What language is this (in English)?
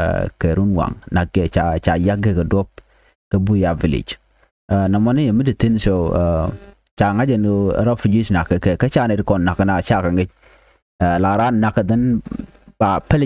Nuer